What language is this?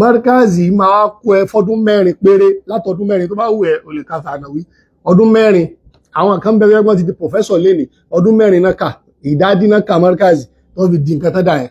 Yoruba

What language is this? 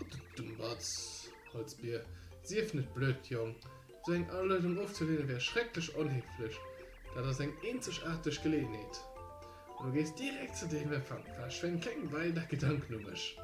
Luxembourgish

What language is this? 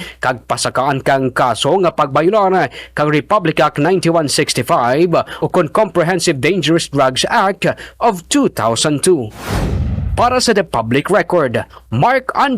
Kinaray-a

